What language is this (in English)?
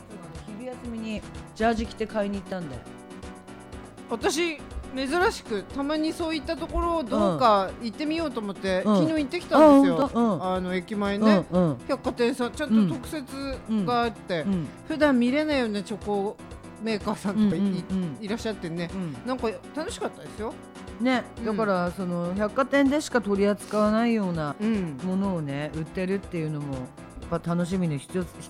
Japanese